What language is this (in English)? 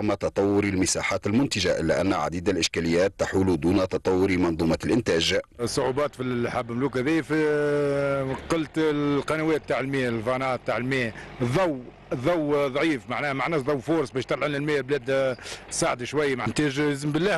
Tunisian Arabic